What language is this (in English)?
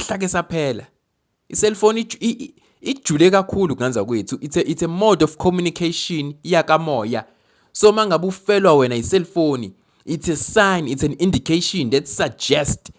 Zulu